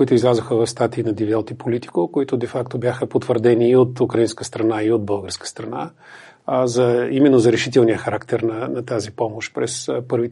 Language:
Bulgarian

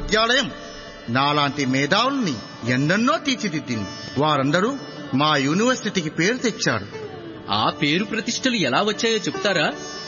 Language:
Telugu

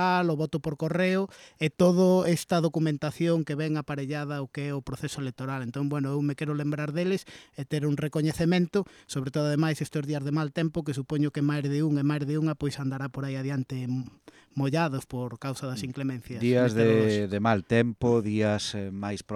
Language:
Galician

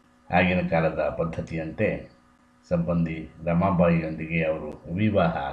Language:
Kannada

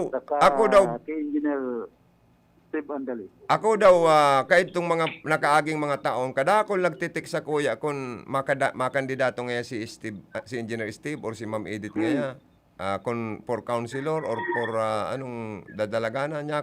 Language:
Bikol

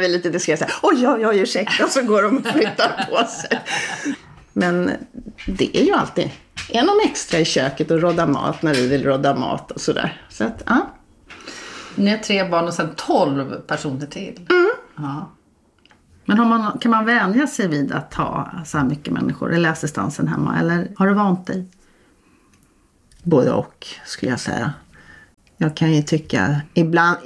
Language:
Swedish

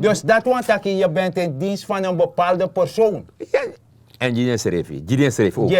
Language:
Sranan Tongo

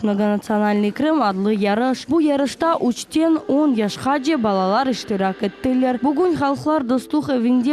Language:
Crimean Tatar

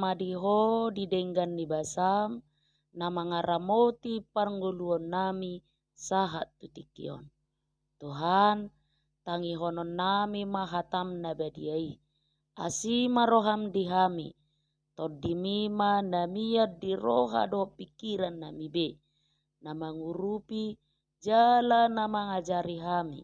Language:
Batak Toba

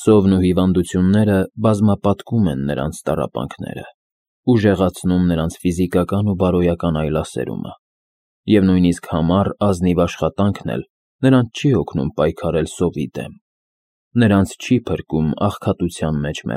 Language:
Armenian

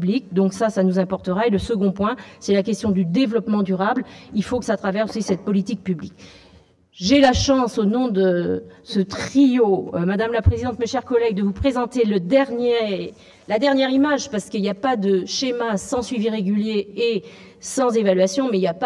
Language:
French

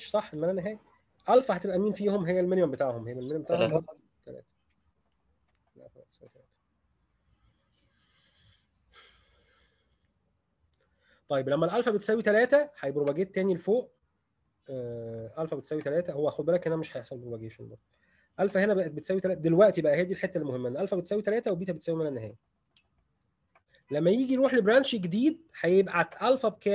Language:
Egyptian Arabic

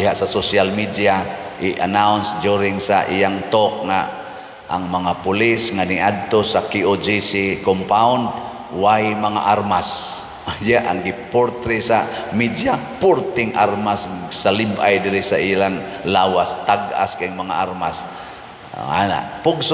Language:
Cebuano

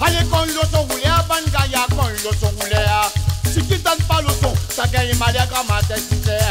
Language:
Réunion Creole French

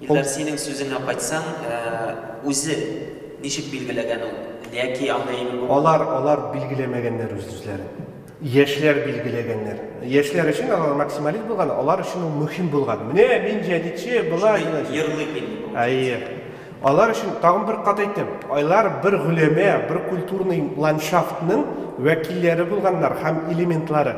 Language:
Tatar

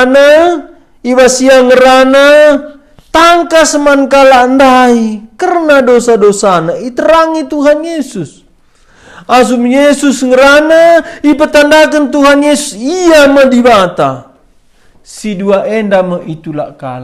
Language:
Batak Karo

